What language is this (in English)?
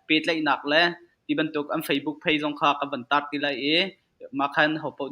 Hakha Chin